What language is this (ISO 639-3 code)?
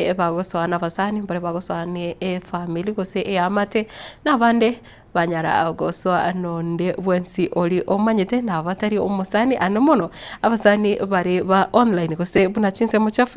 guz